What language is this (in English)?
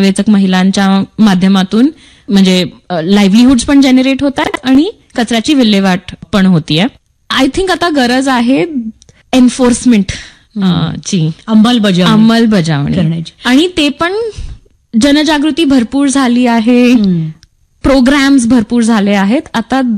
Marathi